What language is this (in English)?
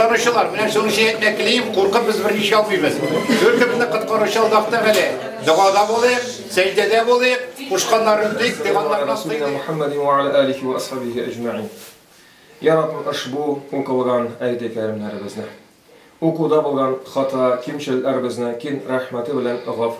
Tatar